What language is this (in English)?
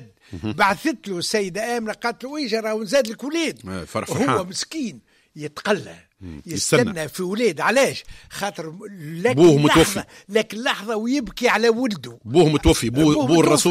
Tunisian Arabic